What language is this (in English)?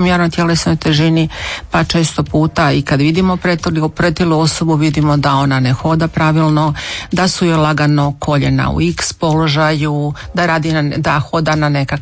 Croatian